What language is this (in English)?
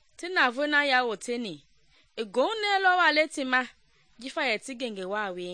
Mende